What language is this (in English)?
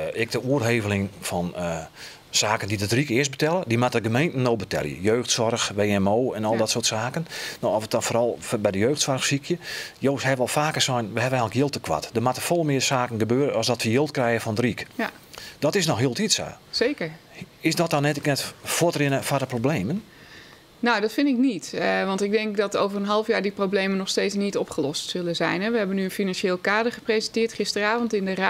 Western Frisian